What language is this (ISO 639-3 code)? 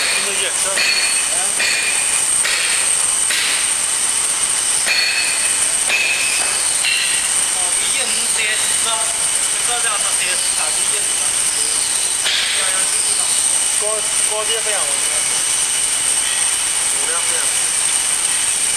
zho